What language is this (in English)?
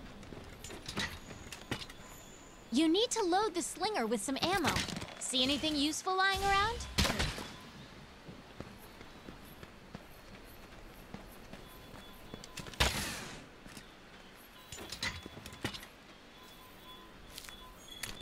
English